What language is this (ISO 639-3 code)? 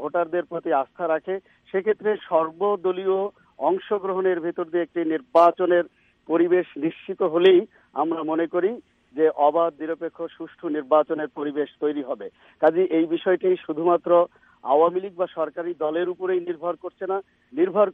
ben